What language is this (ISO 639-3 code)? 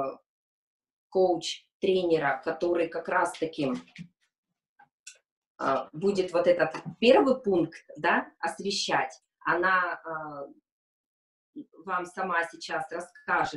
rus